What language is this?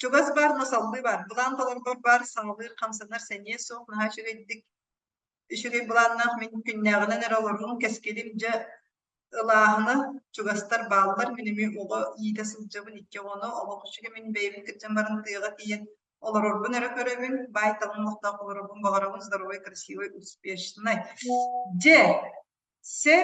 Yakut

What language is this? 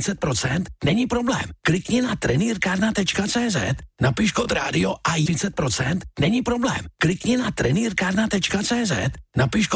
Czech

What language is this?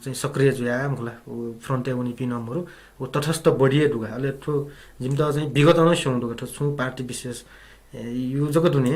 Newari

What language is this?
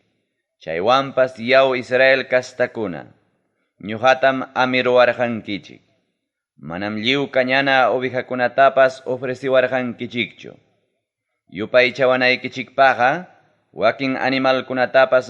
Ayacucho Quechua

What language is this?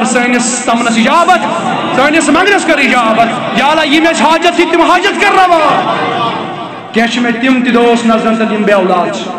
Kashmiri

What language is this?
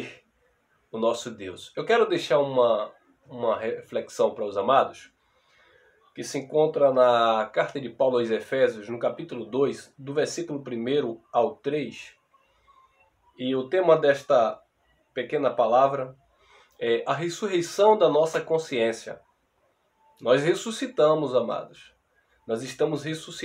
Portuguese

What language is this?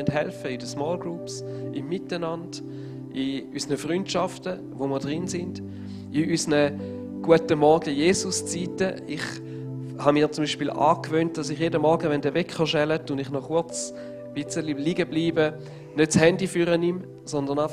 Swiss German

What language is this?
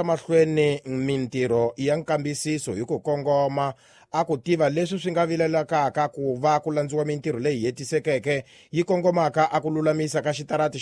Tsonga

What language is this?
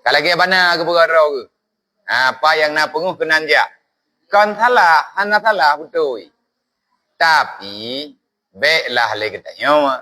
Achinese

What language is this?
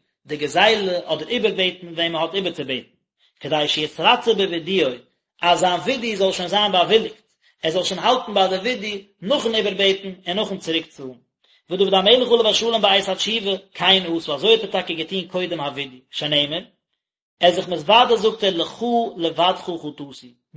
Yiddish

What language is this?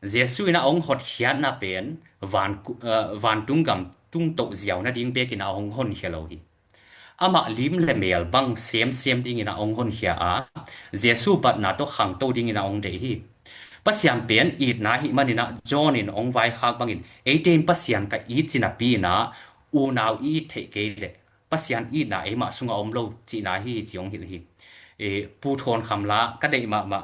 Tedim Chin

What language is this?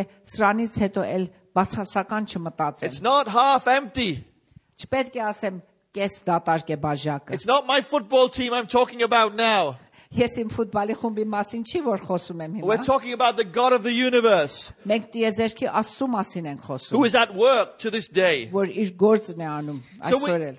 Armenian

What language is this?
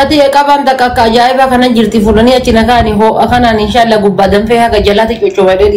Oromo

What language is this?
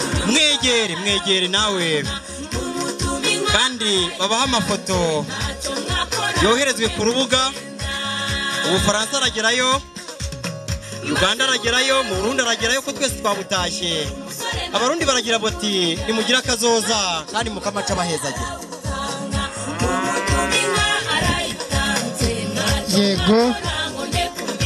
Kinyarwanda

